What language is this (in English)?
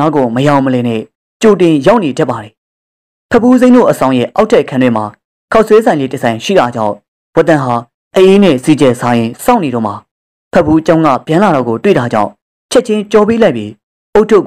Burmese